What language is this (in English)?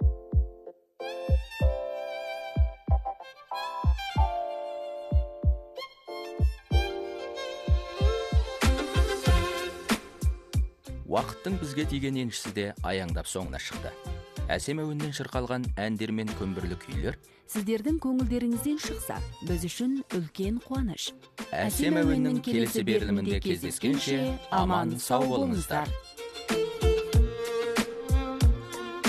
Kazakh